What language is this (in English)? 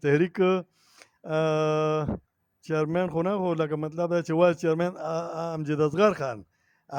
Pashto